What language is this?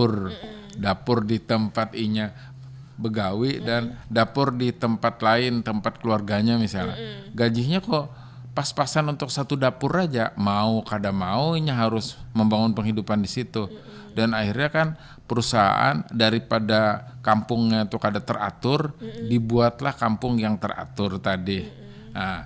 Banjar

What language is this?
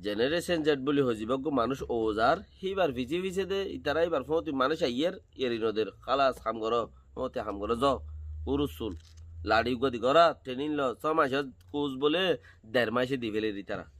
Rohingya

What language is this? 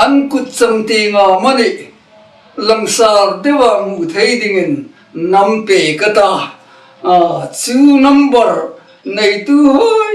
Hmar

